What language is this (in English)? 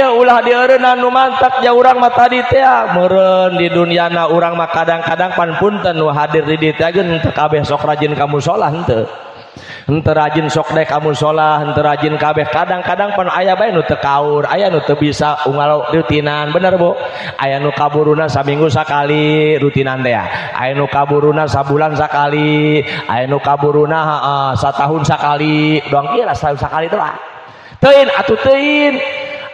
Sundanese